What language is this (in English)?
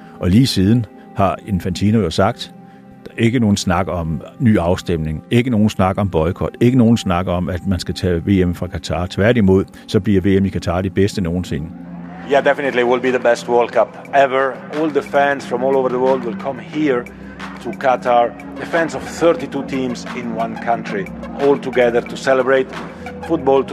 Danish